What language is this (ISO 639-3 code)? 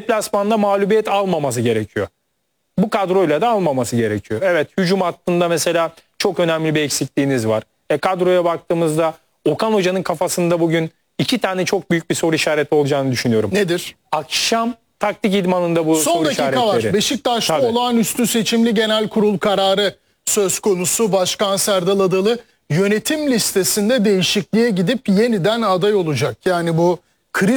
tur